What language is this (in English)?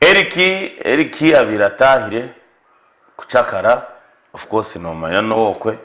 Nyankole